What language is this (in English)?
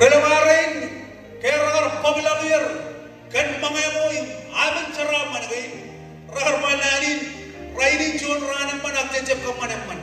Marshallese